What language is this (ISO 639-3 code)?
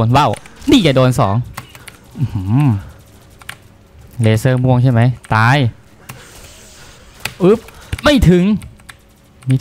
tha